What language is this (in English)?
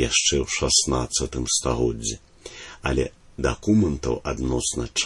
Belarusian